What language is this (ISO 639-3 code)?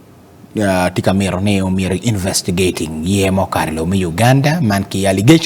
ach